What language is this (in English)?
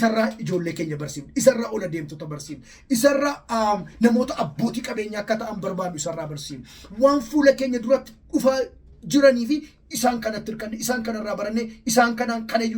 Oromo